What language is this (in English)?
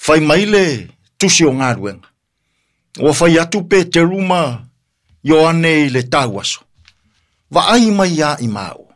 Samoan